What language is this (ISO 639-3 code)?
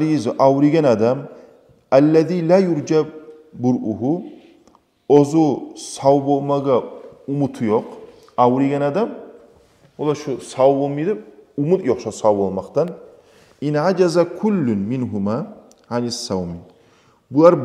kum